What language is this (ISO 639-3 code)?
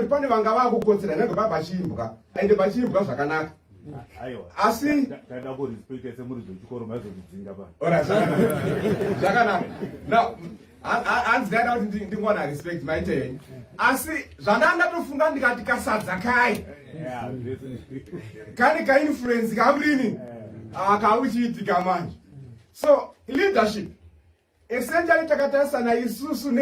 sna